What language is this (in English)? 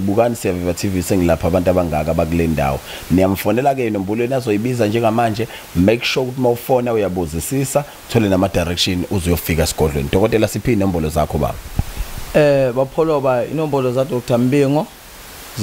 Zulu